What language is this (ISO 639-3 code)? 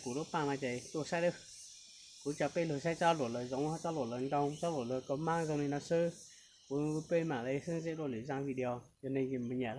hmn